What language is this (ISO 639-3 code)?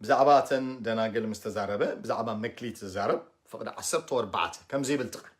tir